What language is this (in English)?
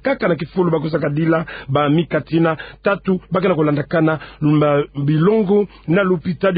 Kituba (Democratic Republic of Congo)